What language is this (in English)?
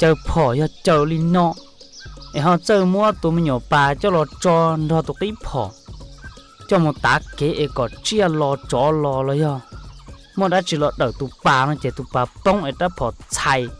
Hmong